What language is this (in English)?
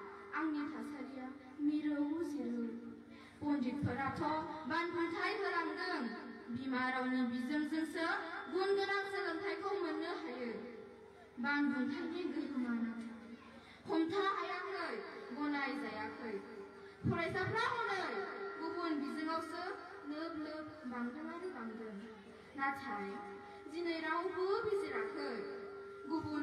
Bodo